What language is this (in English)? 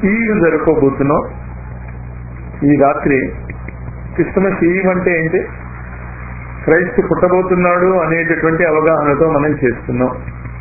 Telugu